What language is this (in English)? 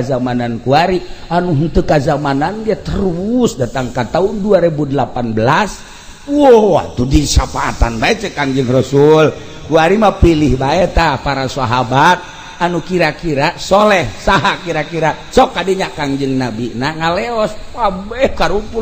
Sundanese